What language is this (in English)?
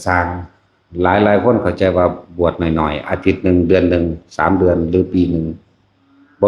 Lao